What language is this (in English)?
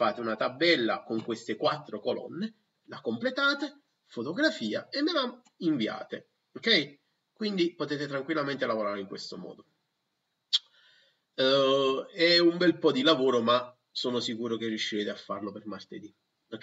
Italian